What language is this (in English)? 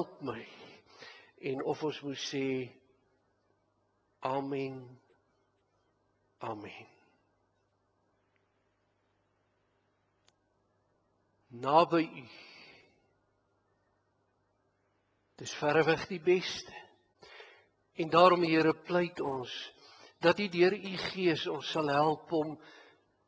Afrikaans